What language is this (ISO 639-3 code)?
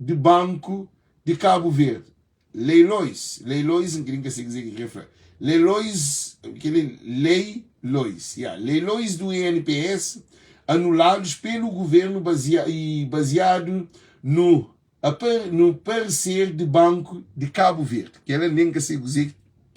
kea